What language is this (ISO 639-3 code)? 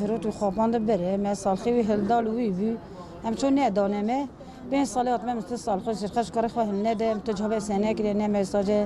kur